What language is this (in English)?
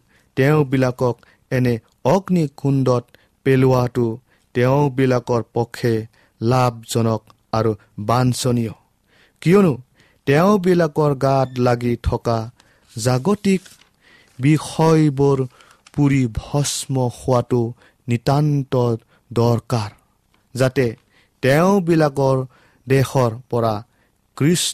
Assamese